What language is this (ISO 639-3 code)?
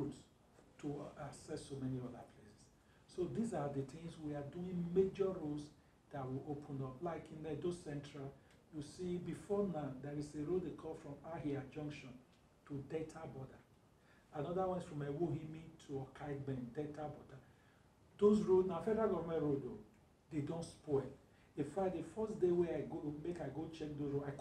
pcm